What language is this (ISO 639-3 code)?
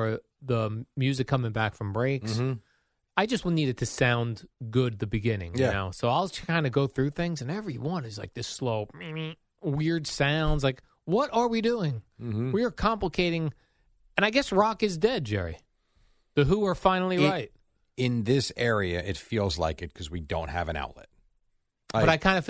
eng